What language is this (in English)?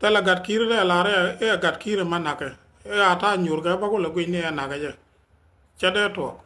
Nuer